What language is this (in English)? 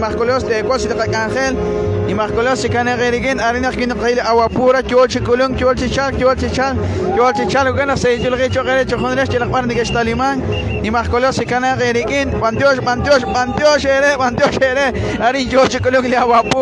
Kekchí